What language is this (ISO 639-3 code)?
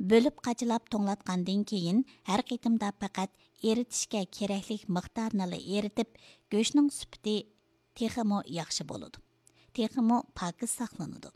uig